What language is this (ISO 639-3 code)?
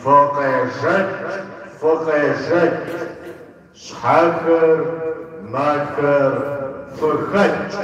kbd